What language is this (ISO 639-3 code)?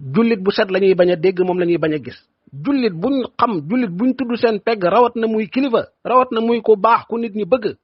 wol